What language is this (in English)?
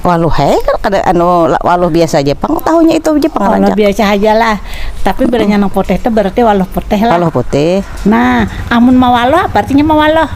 Banjar